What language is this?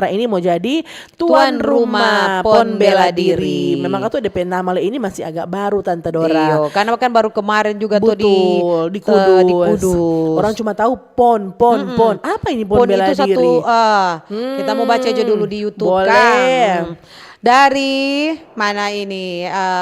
Manado Malay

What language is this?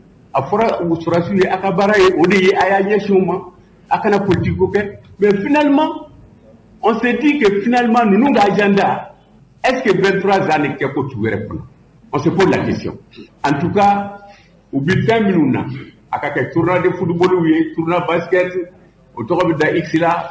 Bambara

